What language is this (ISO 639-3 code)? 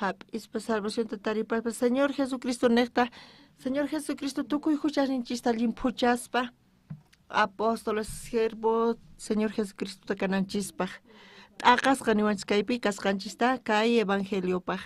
quh